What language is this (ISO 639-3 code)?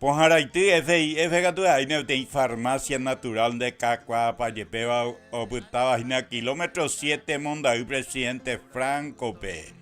grn